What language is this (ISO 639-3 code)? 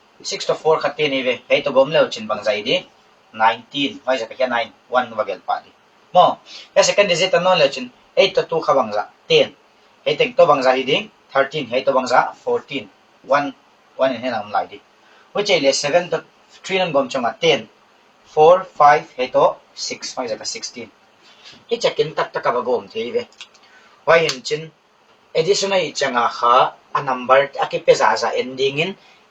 pck